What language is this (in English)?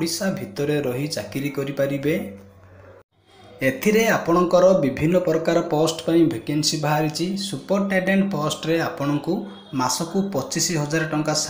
Odia